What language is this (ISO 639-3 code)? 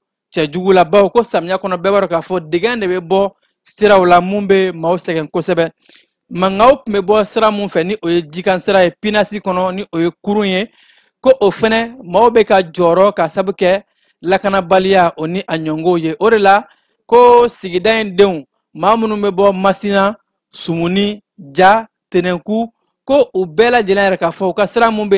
bam